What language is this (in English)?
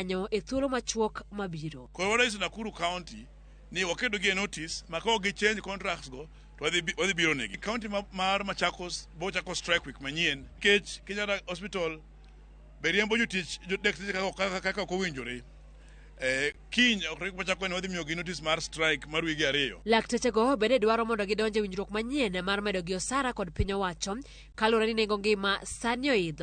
Luo (Kenya and Tanzania)